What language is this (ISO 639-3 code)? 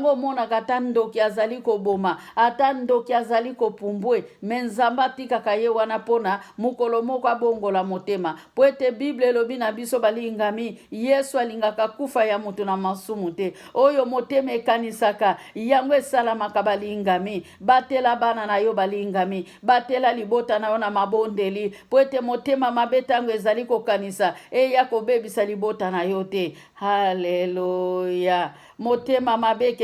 lin